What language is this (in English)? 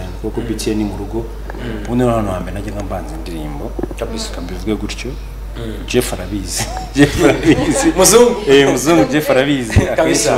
Kinyarwanda